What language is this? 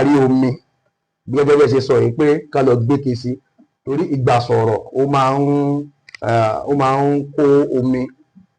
Yoruba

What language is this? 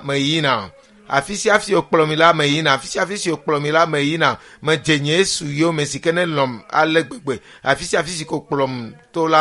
Ewe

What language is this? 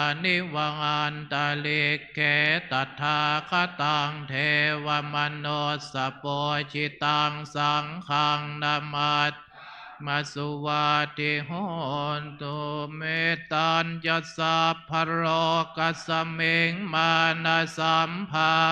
Pali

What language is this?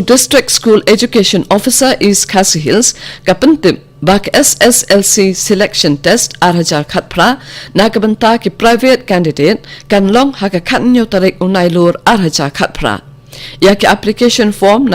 Khasi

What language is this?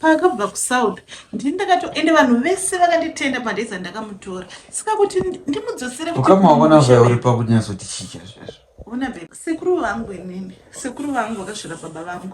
Shona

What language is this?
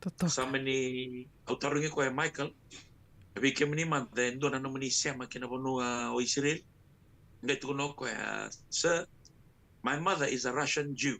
Fijian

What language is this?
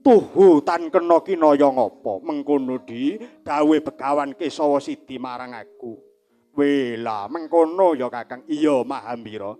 Javanese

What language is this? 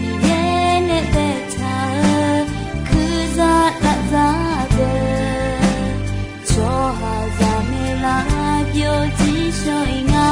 Akha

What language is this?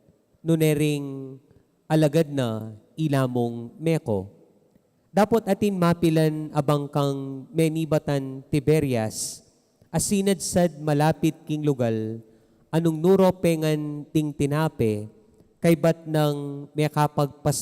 Pampanga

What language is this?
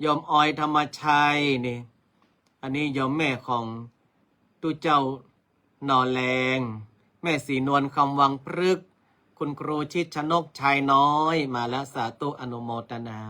Northern Thai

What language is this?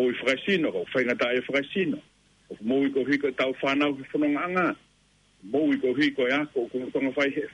Tongan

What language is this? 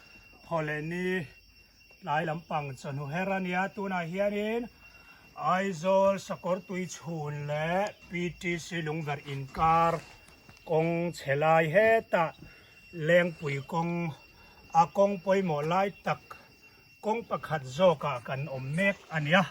Mizo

